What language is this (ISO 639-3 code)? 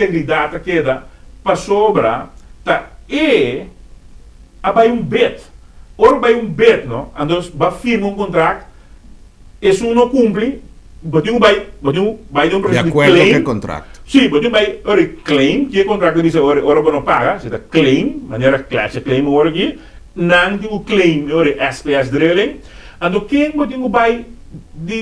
pap